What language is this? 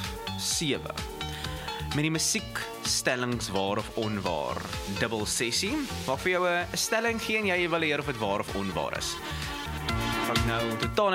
Afrikaans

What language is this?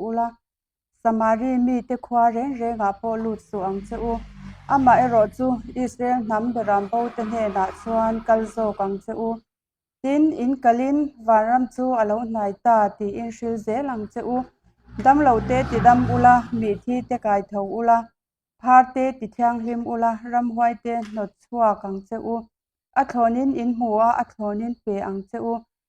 Mizo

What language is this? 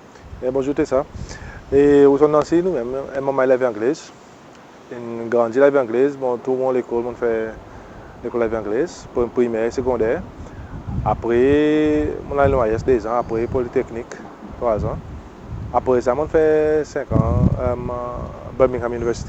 Seselwa Creole French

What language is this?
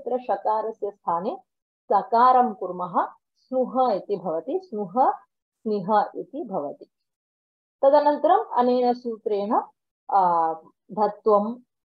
Sanskrit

